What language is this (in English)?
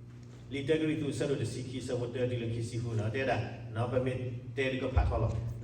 S'gaw Karen